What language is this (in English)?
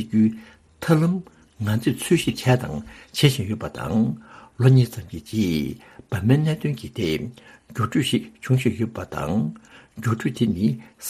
Tibetan